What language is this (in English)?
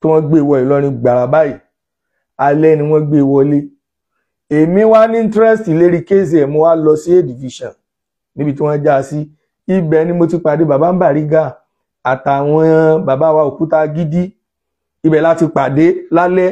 Yoruba